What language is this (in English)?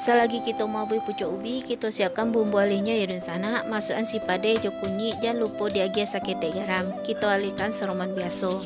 Minangkabau